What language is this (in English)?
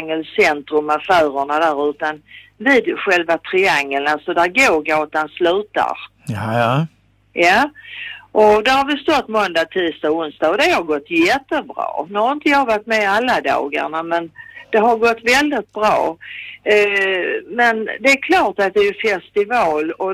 Swedish